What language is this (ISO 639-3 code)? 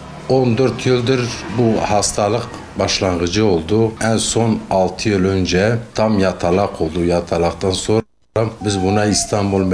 tur